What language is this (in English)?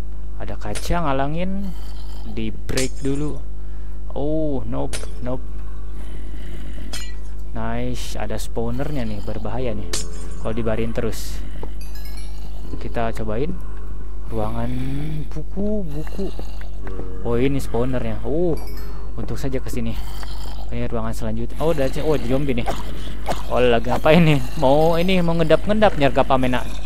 Indonesian